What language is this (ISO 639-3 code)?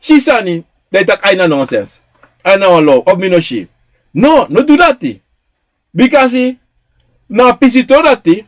srn